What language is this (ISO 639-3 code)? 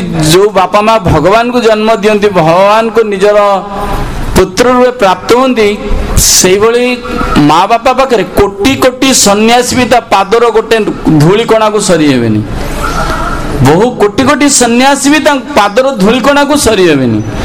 ori